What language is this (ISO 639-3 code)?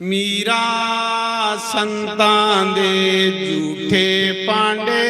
doi